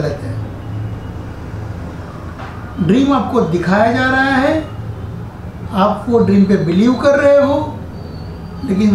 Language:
Hindi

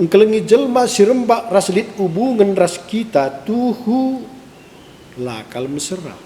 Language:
Batak Karo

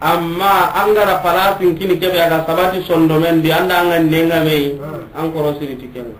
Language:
Soninke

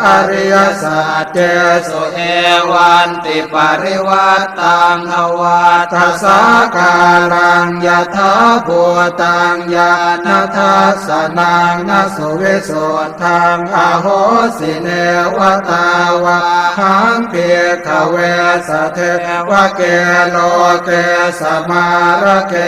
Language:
Pali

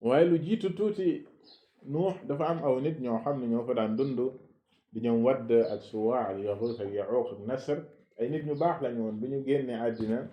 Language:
Wolof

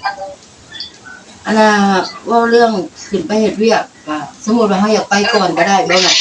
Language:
Northeastern Thai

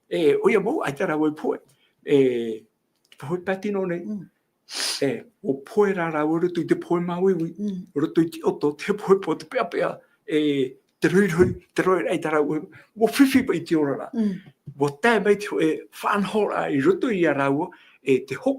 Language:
Tahitian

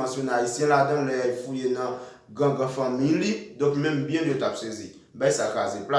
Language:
Haitian Creole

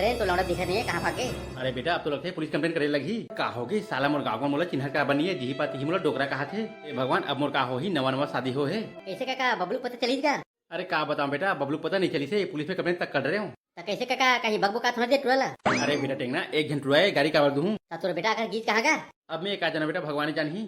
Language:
Chhattisgarhi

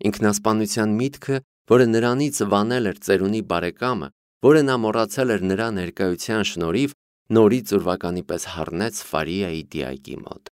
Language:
Armenian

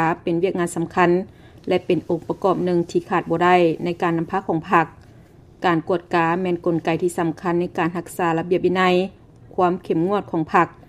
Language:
Lao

